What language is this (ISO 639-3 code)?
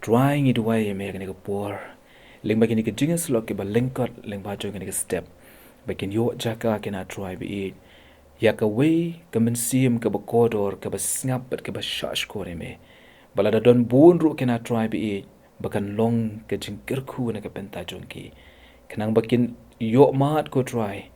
kha